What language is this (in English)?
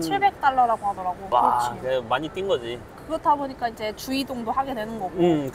Korean